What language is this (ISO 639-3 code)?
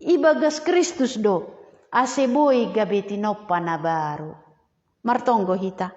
bts